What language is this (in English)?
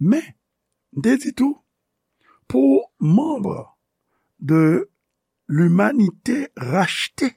Haitian Creole